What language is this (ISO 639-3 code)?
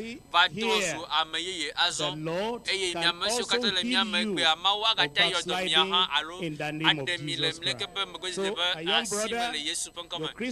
ewe